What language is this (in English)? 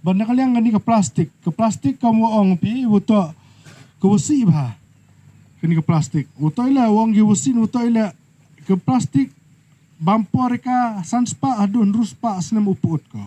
Pnar